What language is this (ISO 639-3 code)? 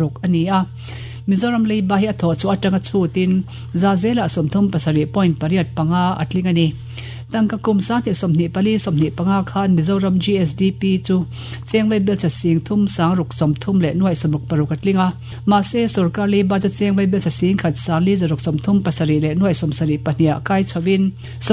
lus